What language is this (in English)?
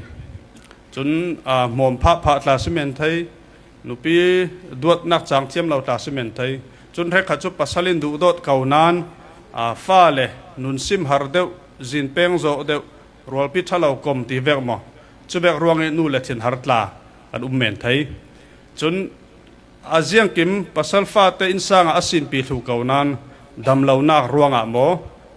Falam Chin